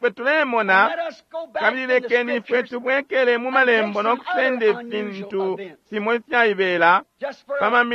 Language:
Bemba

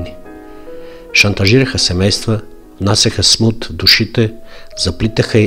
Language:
Bulgarian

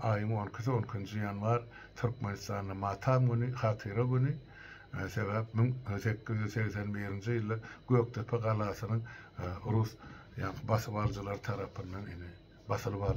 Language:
Turkmen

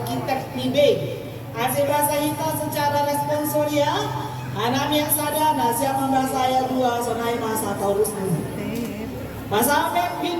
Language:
Batak Simalungun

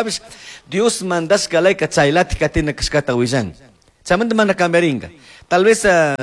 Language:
Chimborazo Highland Quichua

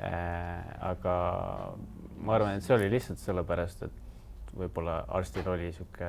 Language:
Estonian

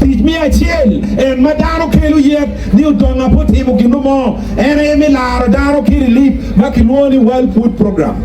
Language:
Acoli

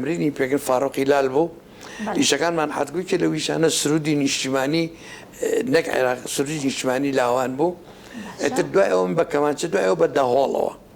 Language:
Central Kurdish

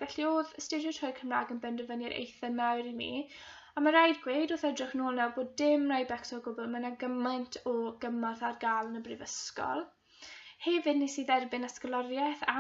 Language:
Welsh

